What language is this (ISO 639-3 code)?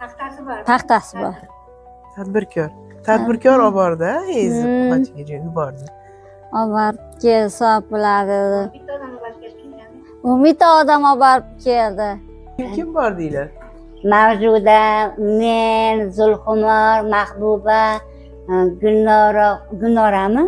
uzb